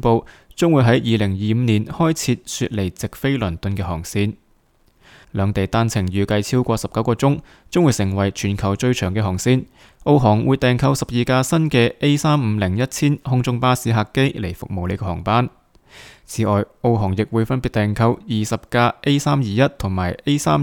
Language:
Cantonese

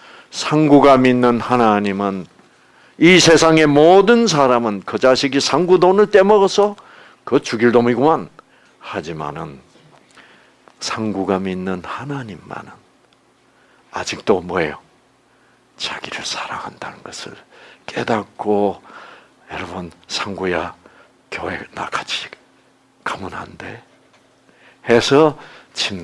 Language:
Korean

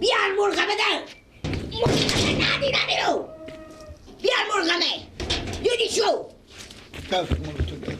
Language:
Persian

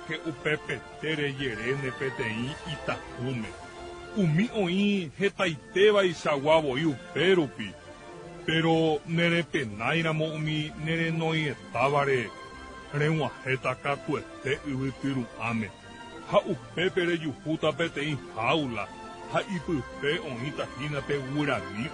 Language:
Guarani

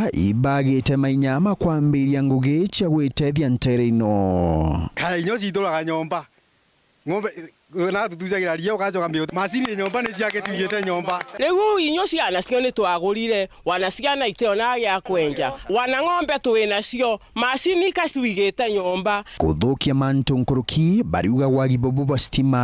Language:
Meru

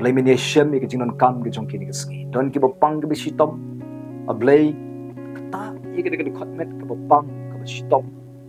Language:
Khasi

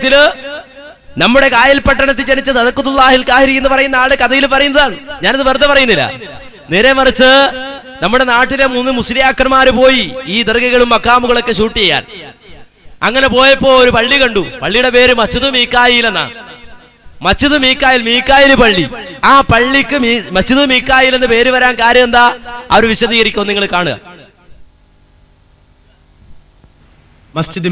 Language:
Malayalam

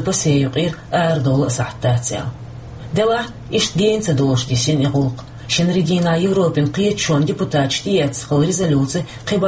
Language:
Chechen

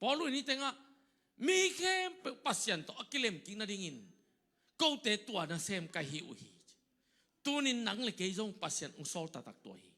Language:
Tedim Chin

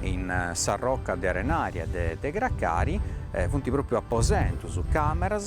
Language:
Sardinian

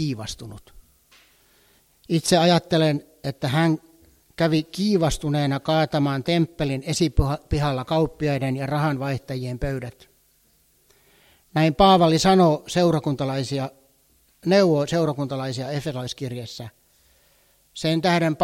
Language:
Finnish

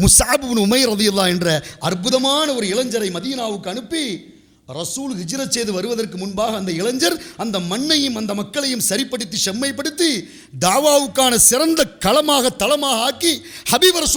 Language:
Tamil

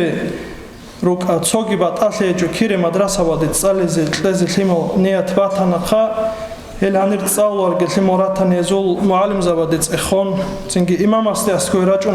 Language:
Avaric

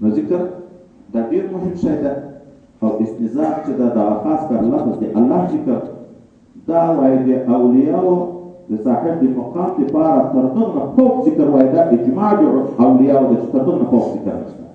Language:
Pashto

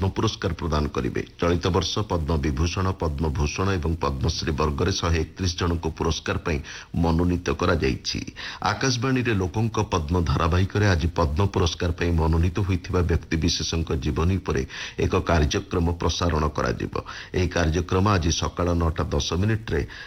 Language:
Odia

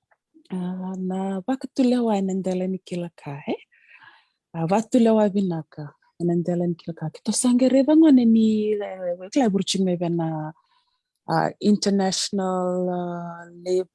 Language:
Fijian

